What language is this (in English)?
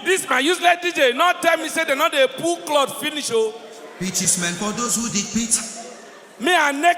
Nigerian Pidgin